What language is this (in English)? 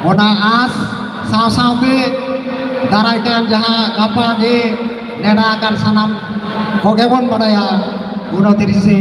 Santali